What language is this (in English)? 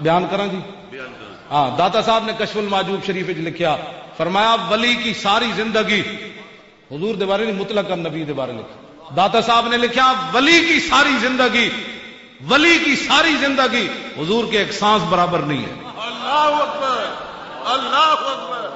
Western Panjabi